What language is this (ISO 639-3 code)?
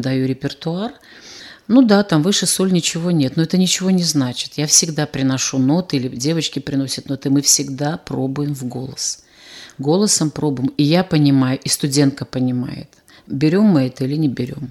rus